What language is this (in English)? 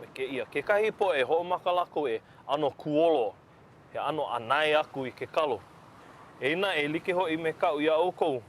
Hawaiian